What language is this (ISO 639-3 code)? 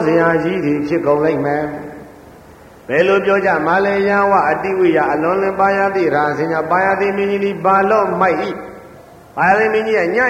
mya